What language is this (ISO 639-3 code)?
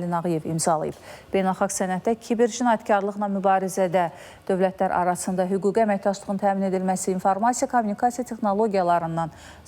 aze